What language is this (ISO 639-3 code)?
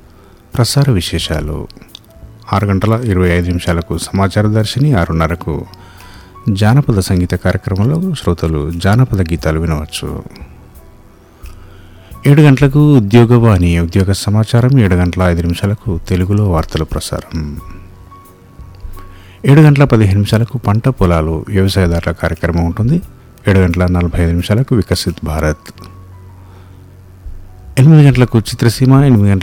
tel